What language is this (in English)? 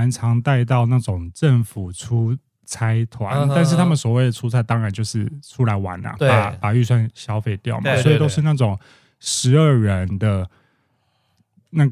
Chinese